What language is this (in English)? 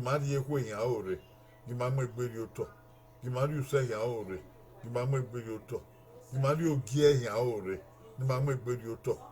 Bini